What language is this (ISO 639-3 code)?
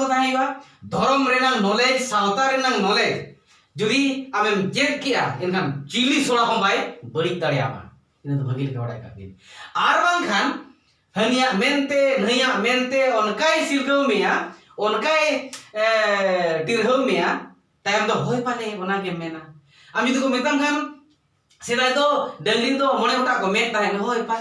sat